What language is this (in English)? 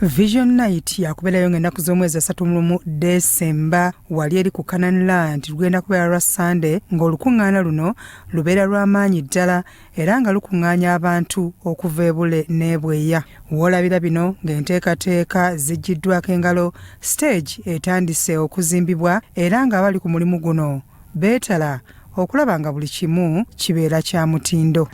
Ganda